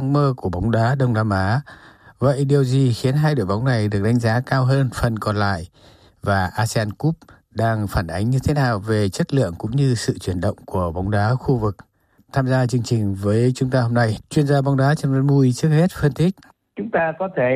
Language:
Vietnamese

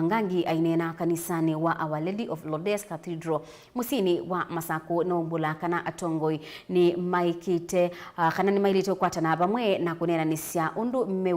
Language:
Kamba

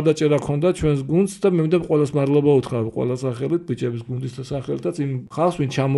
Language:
Georgian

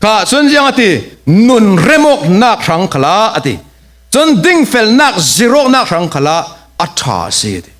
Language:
Falam Chin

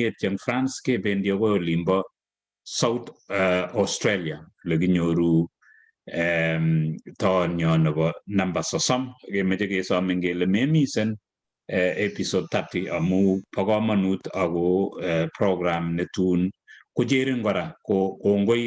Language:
Kalenjin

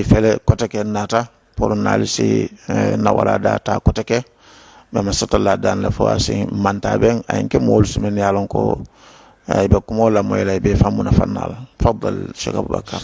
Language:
Mandingo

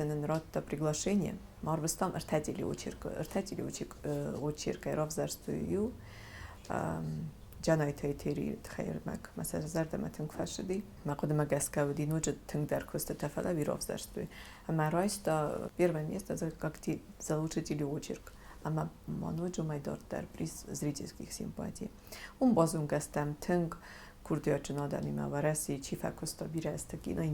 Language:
Ossetic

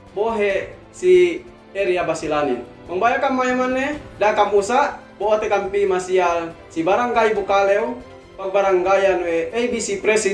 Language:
Yakan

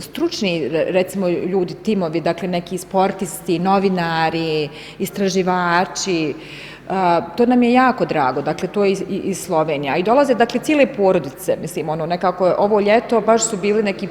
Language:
Bosnian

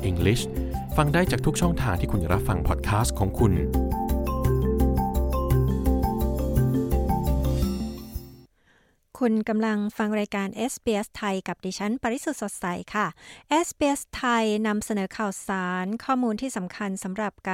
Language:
Thai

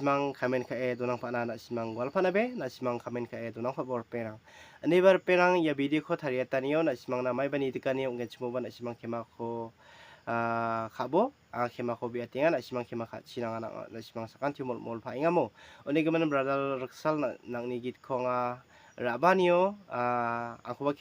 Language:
Garo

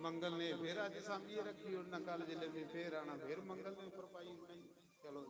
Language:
Dogri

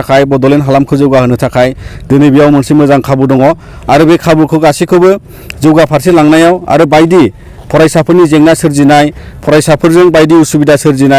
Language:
Bodo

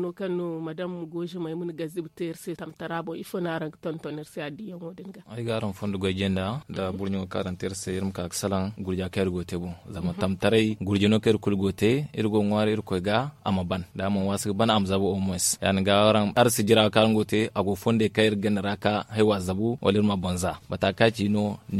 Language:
Zarma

